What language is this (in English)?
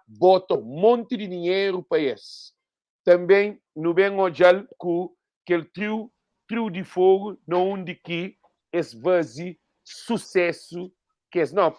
Kabuverdianu